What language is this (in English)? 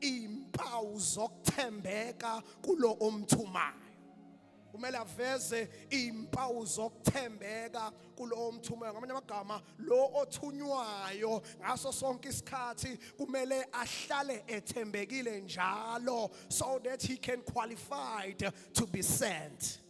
Zulu